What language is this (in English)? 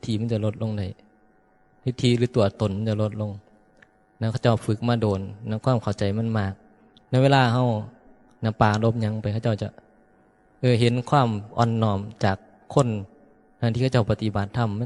Northeastern Thai